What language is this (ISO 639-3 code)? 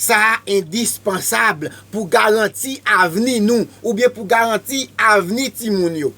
hat